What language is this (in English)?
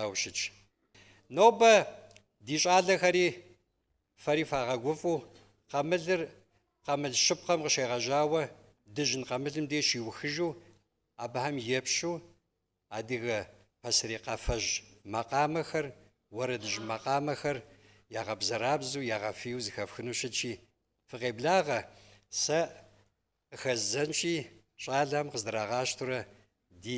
Kabardian